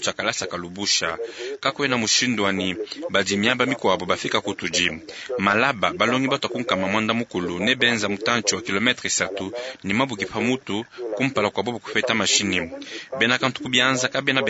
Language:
Luba-Lulua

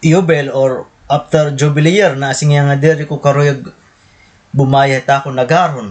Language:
Waray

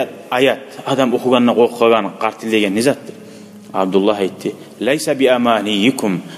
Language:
Kumyk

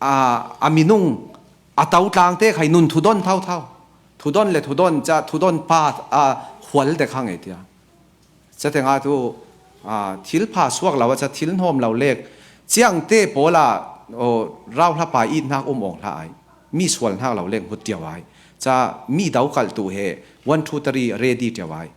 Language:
Falam Chin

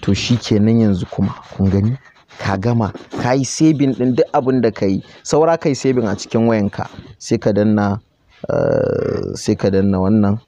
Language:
Hausa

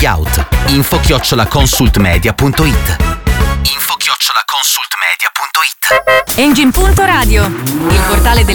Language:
Italian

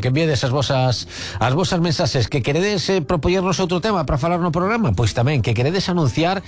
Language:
Galician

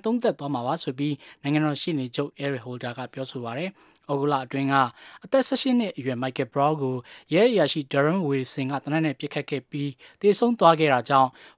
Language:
Burmese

